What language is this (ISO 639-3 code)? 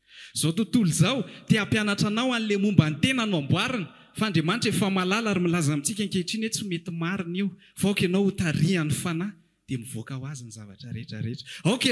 mlg